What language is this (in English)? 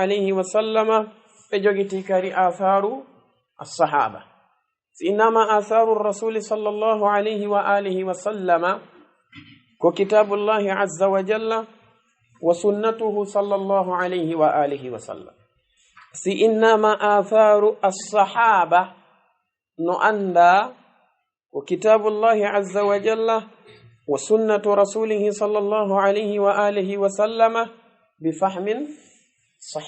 Fula